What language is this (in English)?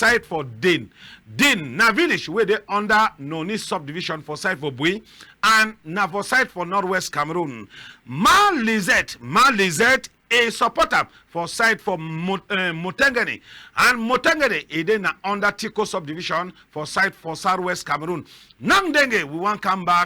Cameroon Pidgin